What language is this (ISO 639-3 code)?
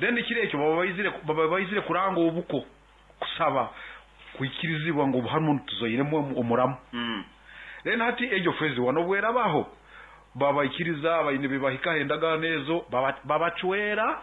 nyo